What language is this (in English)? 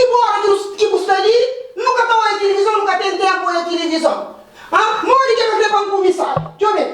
Kabuverdianu